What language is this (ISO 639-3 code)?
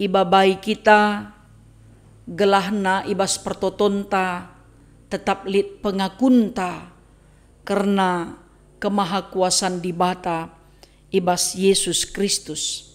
btx